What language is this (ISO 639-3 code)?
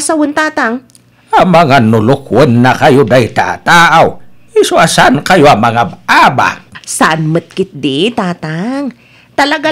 ilo